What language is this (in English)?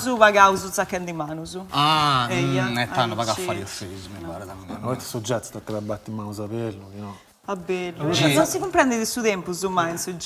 Sardinian